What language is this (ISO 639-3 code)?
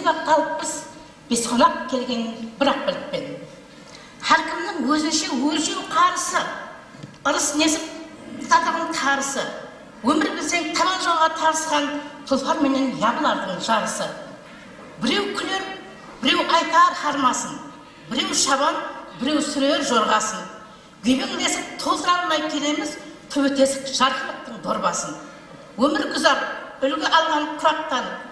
kaa